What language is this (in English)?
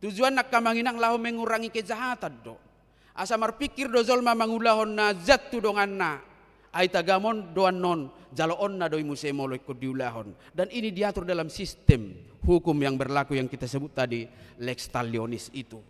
Batak Toba